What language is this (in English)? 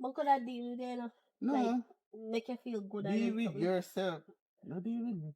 Jamaican Creole English